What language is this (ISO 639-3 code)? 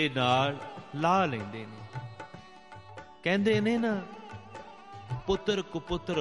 pan